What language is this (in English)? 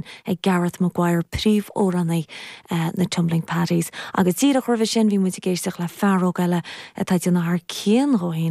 Irish